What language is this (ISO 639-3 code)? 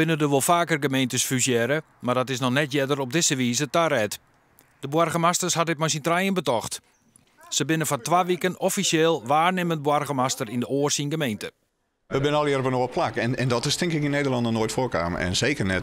fry